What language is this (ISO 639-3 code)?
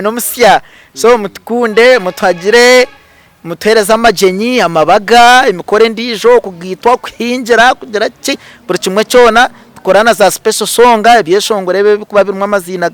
nyn